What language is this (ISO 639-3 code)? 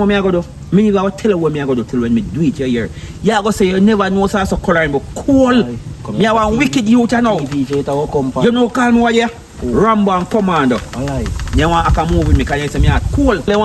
jam